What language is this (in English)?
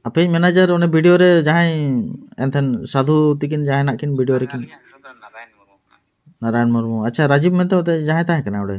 Santali